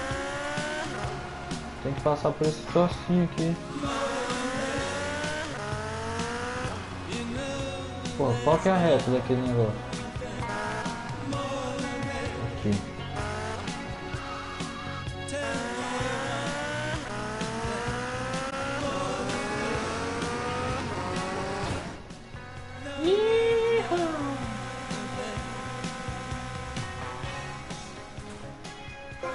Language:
Portuguese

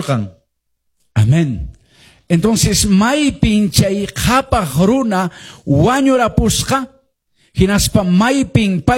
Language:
Quechua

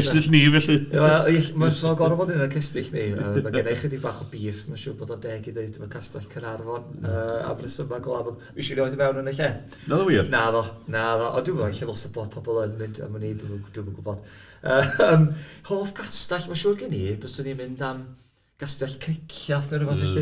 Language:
Welsh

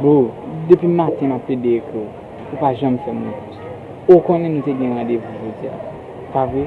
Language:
Haitian Creole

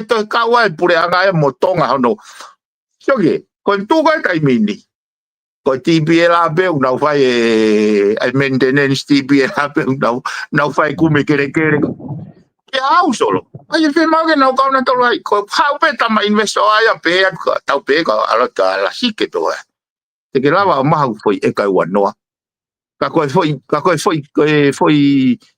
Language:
Tongan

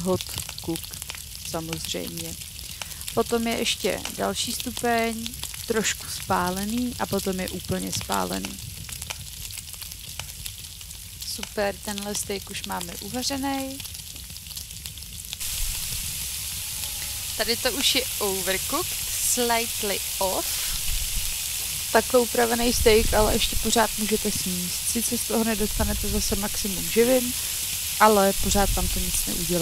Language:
Czech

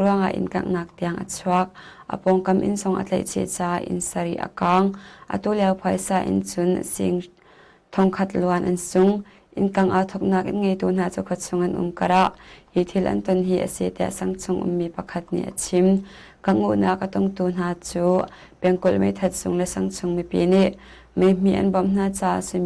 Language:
Hakha Chin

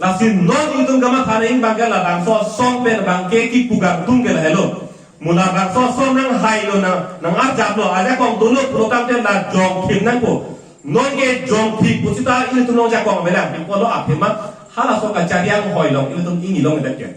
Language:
Karbi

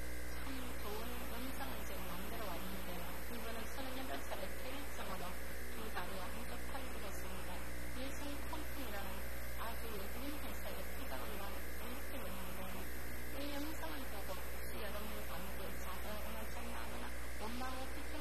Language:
Korean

